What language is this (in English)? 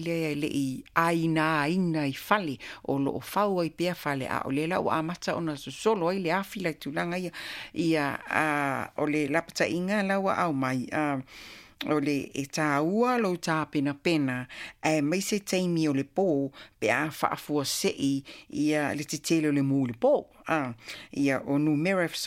Samoan